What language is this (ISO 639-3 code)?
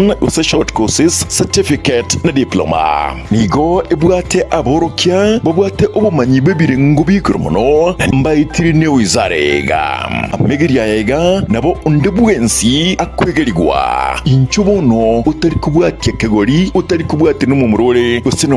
guz